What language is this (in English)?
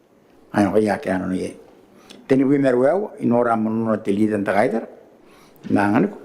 Gilbertese